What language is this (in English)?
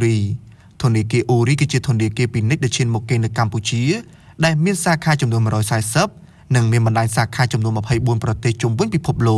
Khmer